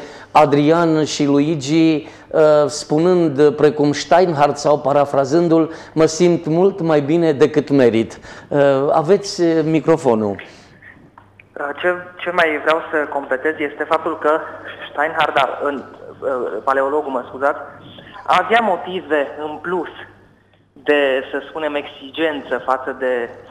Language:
Romanian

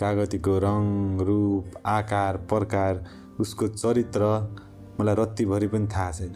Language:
Nepali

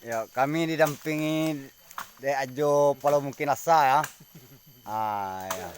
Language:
Minangkabau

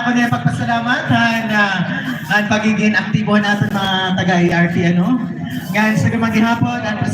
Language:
Waray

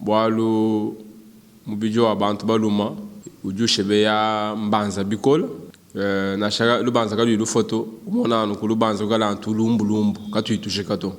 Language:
Luba-Lulua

